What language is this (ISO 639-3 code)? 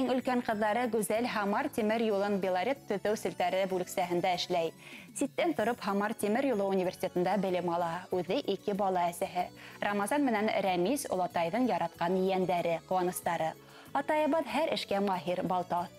bak